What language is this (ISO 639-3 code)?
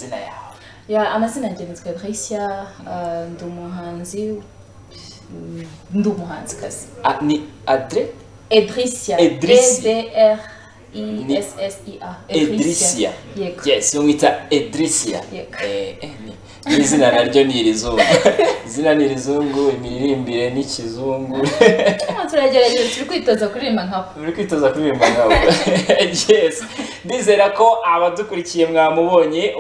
kin